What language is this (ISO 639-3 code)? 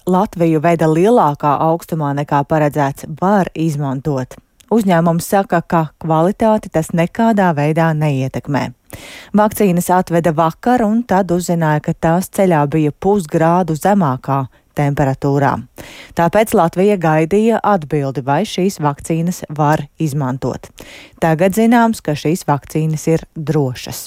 lav